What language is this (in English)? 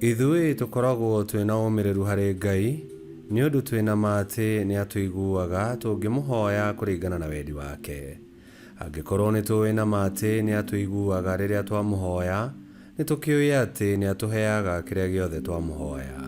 Kikuyu